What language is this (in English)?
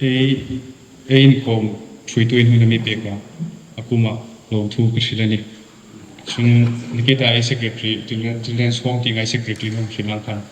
Hmar